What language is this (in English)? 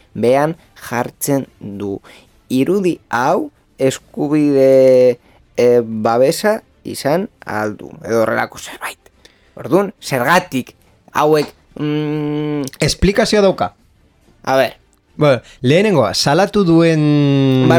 Basque